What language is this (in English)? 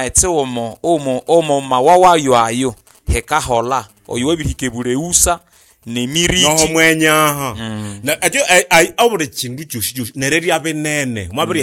Nande